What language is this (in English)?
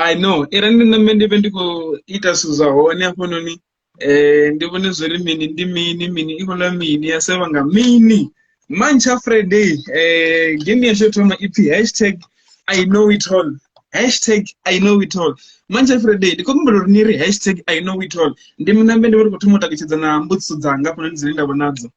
Venda